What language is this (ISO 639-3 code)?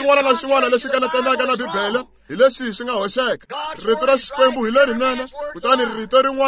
tso